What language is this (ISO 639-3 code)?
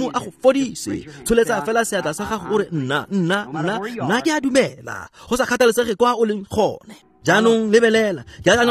tsn